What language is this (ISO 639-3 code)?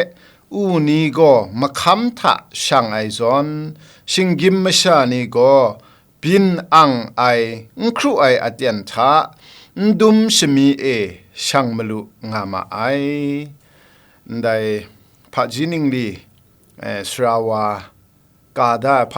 kac